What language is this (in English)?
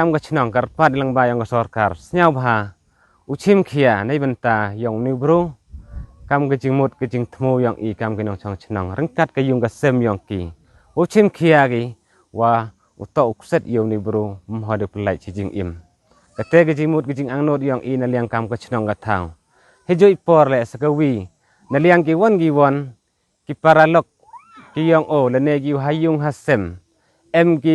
Pnar